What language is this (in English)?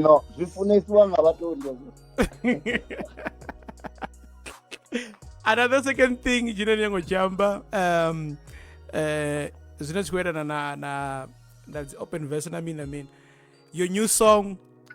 Venda